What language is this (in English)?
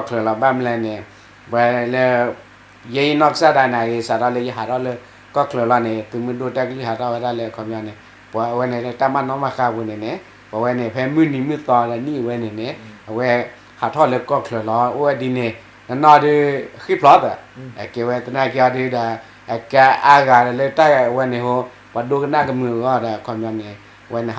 S'gaw Karen